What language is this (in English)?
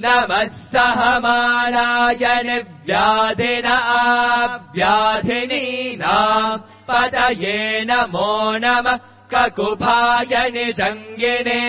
Sanskrit